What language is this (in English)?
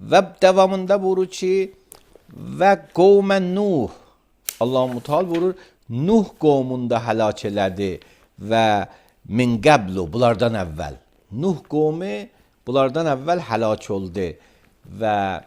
Azerbaijani